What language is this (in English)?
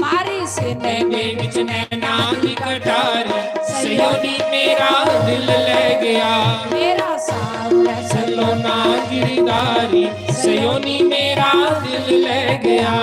Dogri